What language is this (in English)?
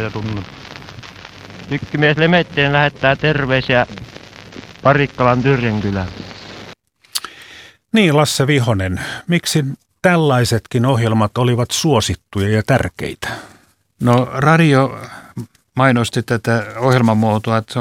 Finnish